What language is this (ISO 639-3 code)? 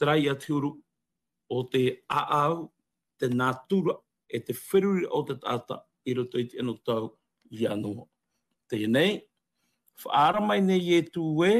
tah